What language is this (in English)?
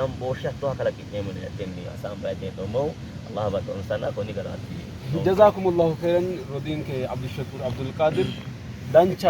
Sidamo